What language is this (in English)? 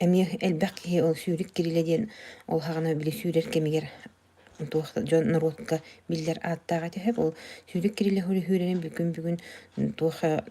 Yakut